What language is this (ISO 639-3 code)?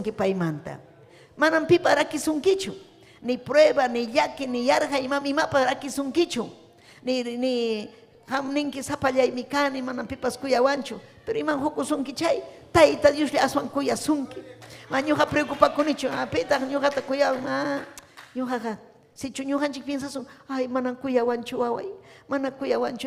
quy